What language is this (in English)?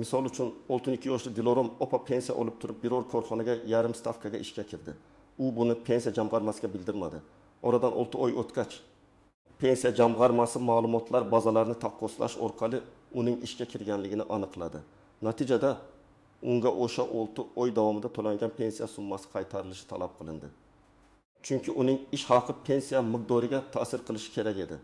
Uzbek